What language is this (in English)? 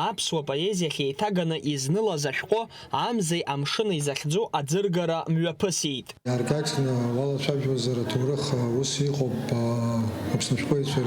Abkhazian